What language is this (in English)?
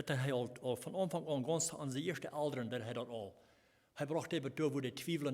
Plautdietsch